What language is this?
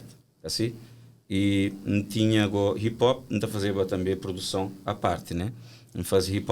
Kabuverdianu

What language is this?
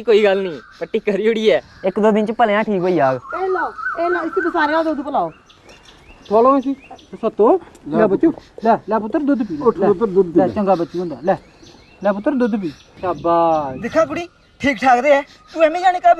Dogri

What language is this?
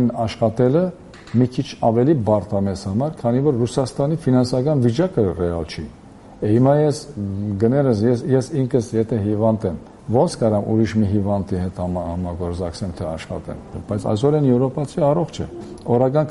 Armenian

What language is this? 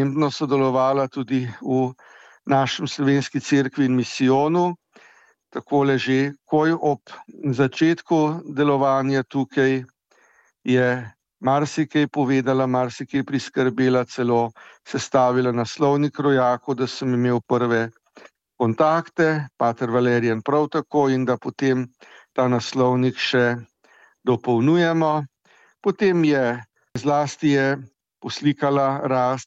Slovenian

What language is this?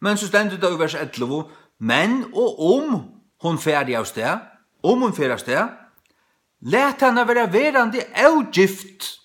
Faroese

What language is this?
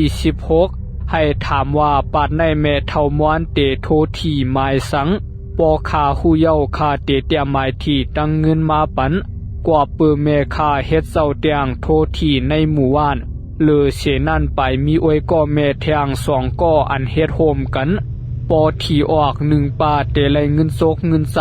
Shan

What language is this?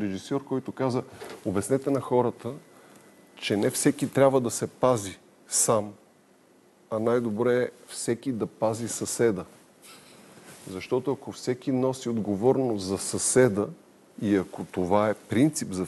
Bulgarian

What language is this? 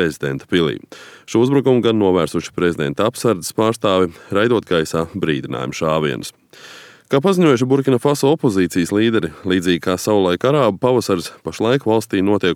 Latvian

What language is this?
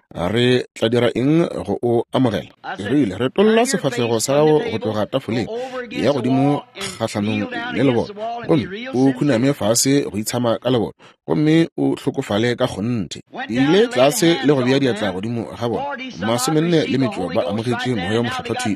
Northern Sotho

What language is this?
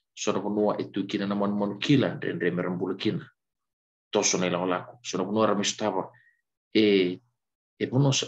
Fijian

